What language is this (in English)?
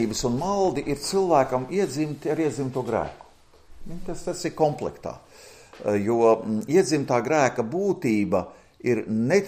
Latvian